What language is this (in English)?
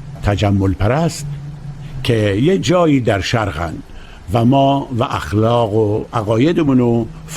Tajik